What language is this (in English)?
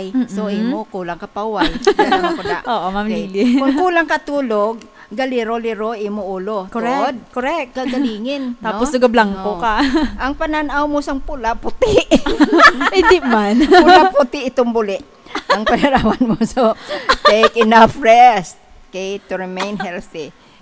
Hiligaynon